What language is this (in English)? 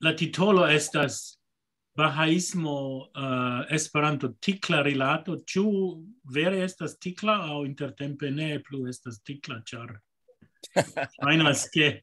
Esperanto